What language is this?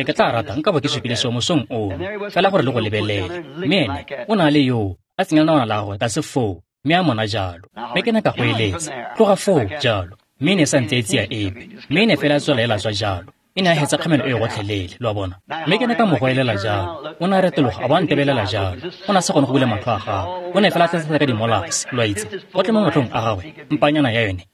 Tswana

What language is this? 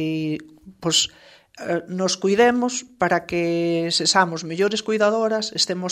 Galician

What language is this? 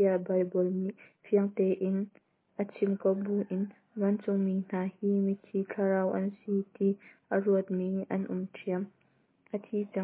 Hakha Chin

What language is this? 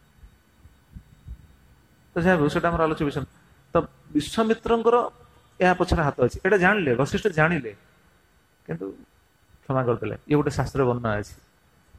Odia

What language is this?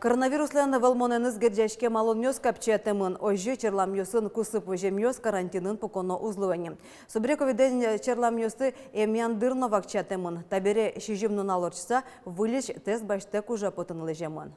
Udmurt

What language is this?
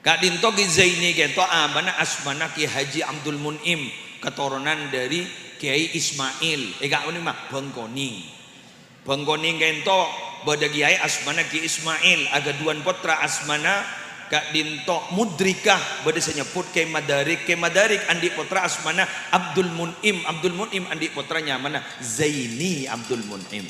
Madurese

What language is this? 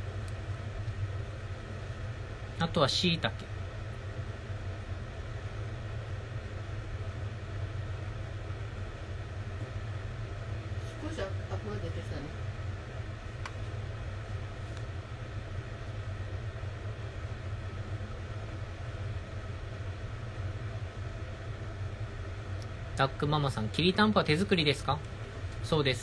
Japanese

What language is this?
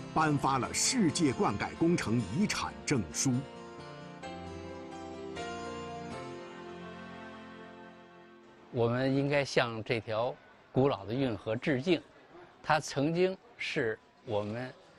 Chinese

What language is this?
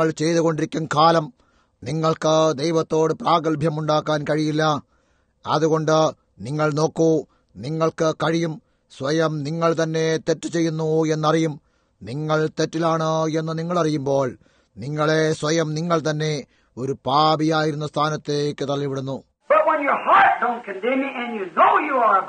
Malayalam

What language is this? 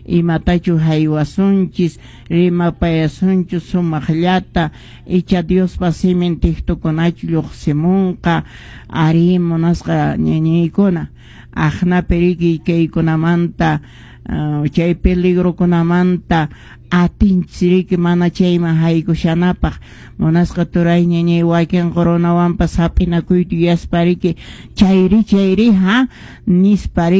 Quechua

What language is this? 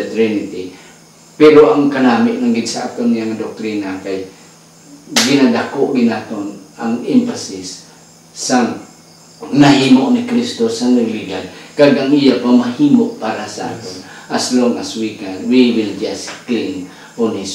Hiligaynon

